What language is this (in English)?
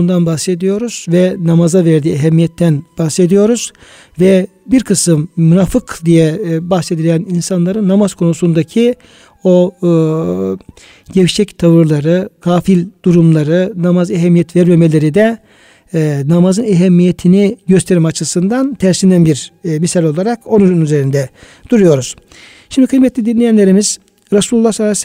Turkish